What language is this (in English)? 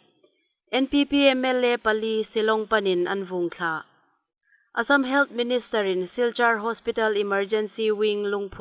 Hmar